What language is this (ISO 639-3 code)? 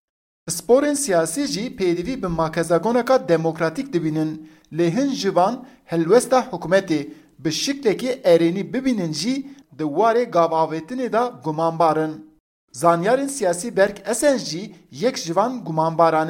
kur